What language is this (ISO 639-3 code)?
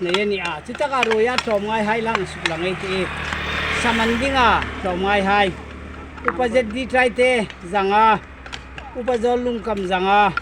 hmr